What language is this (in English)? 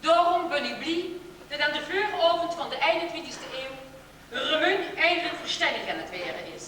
Limburgish